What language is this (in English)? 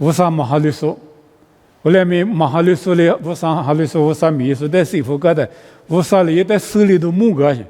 Lisu